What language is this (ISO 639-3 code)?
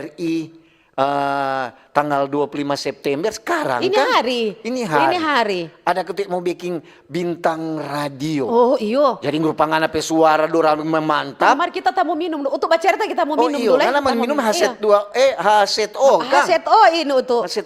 xmm